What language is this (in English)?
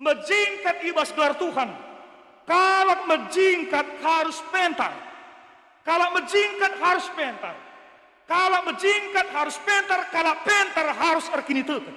Batak Karo